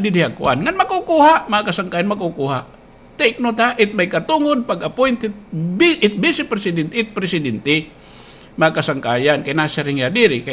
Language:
Waray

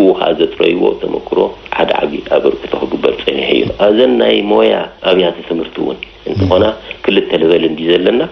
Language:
Tigrinya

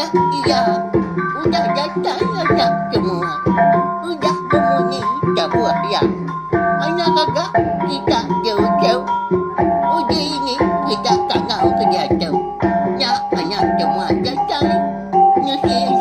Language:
Iban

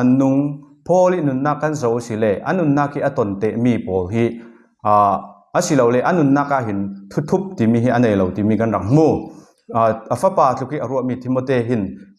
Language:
Falam Chin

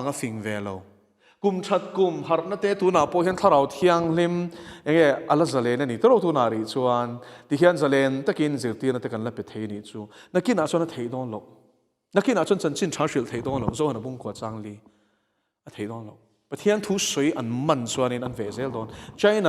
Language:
Mizo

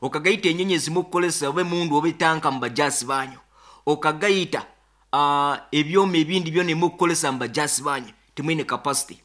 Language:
Nyoro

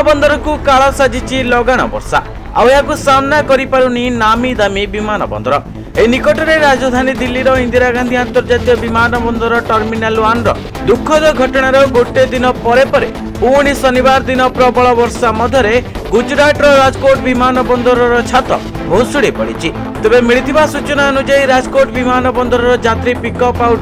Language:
Odia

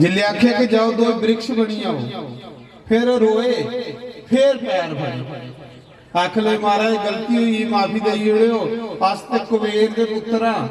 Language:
Dogri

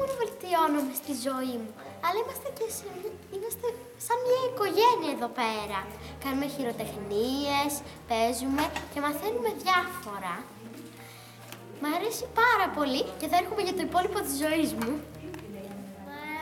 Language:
Greek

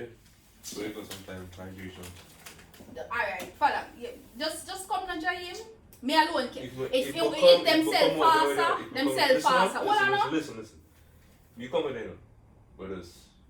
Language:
Jamaican Creole English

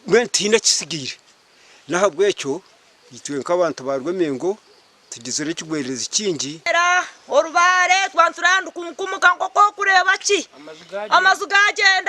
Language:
Nyankole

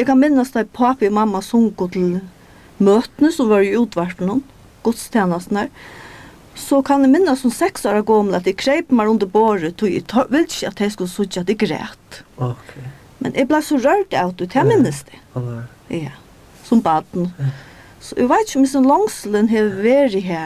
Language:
Faroese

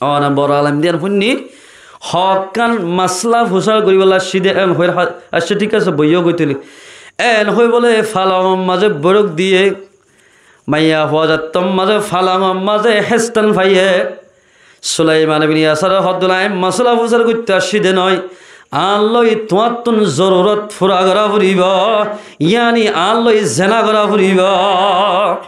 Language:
Rohingya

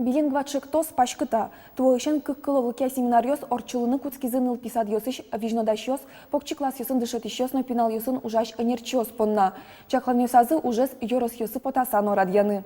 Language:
Udmurt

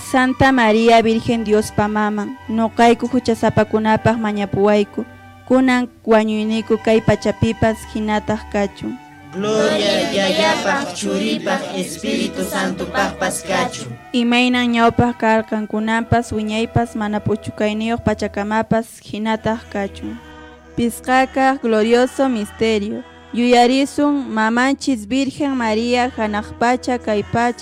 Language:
Quechua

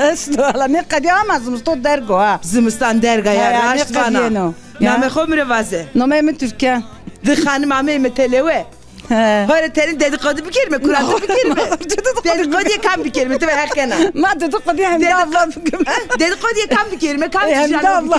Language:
Zaza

